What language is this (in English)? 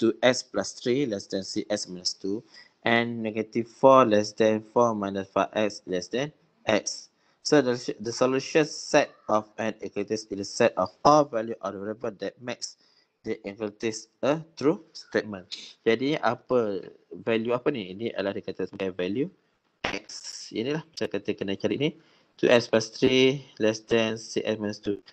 Malay